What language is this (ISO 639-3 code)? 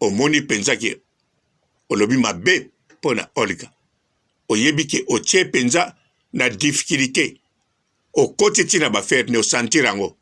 lin